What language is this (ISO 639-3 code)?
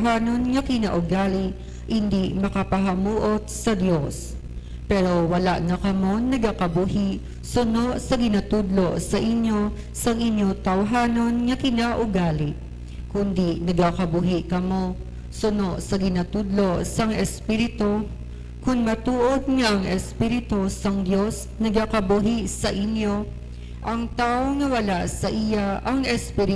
hil